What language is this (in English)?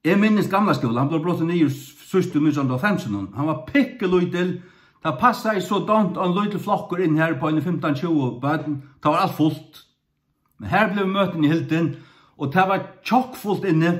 Faroese